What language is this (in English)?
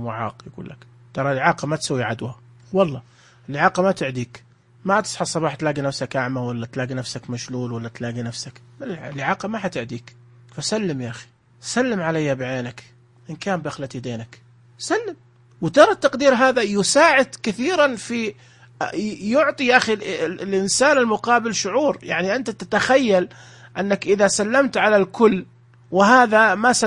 Najdi Arabic